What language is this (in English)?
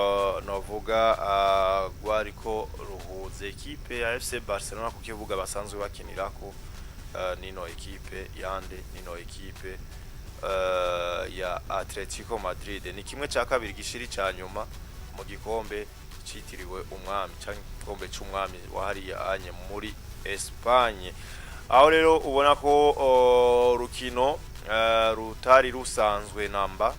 Rundi